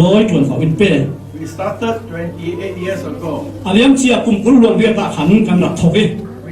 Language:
Falam Chin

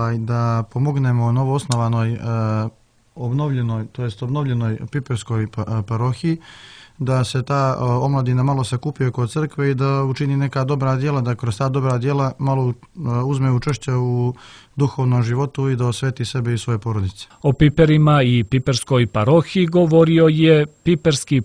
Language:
Serbian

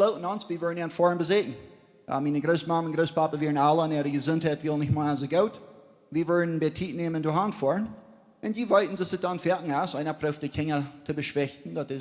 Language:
Plautdietsch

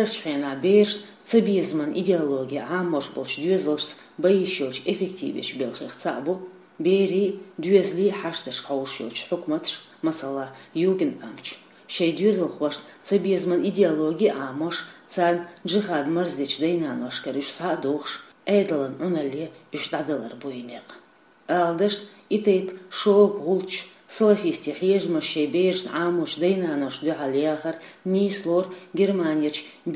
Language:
Chechen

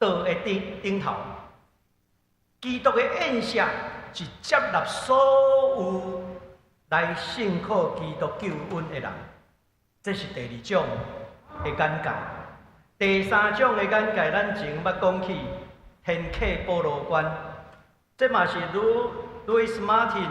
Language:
Min Nan Chinese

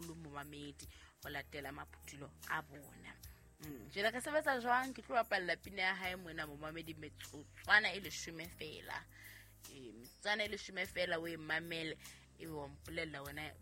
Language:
Southern Sotho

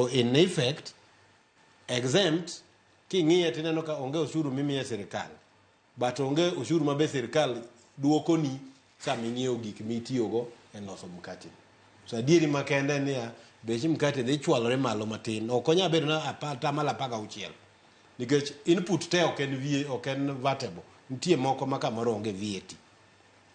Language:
Luo (Kenya and Tanzania)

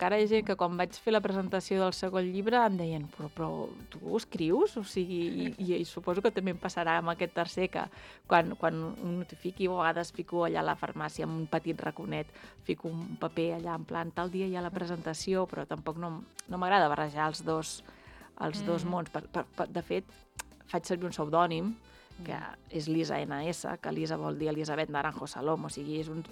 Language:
Catalan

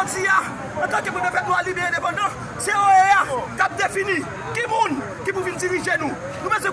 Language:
Haitian Creole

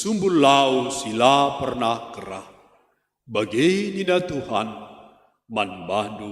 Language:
Batak Karo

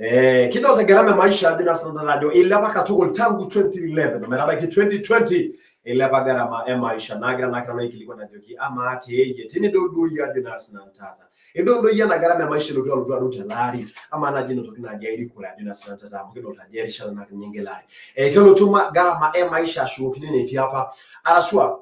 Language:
Masai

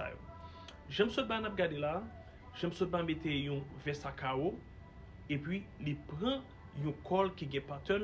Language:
Haitian Creole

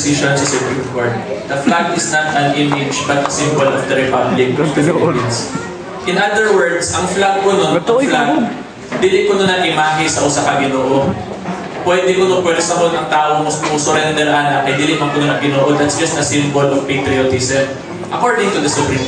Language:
Cebuano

